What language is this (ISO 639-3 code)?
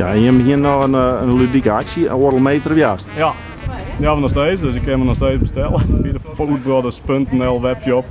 fry